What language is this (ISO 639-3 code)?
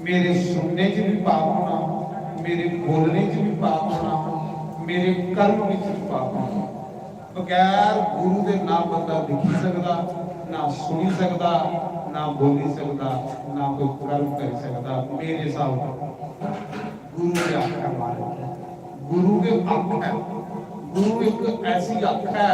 doi